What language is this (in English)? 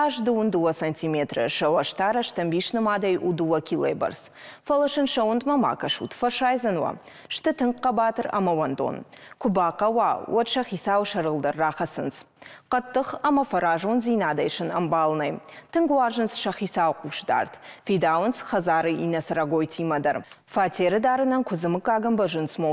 Ossetic